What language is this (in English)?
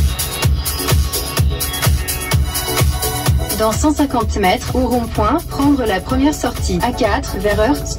French